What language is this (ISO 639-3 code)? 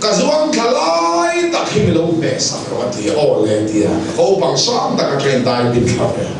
lus